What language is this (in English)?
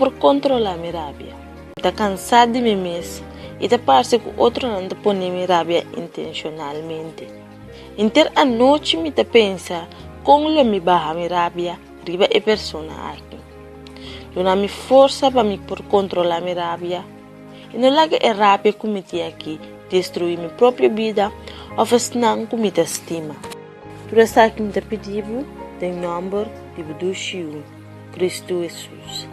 Papiamento